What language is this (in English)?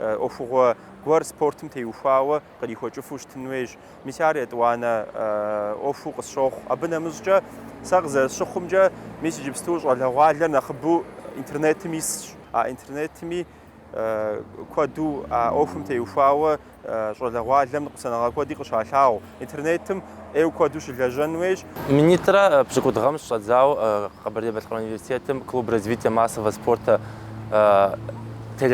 Kabardian